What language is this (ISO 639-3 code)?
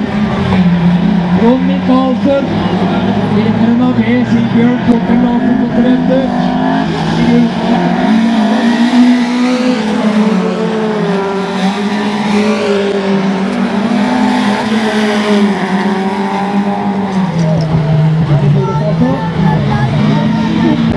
nor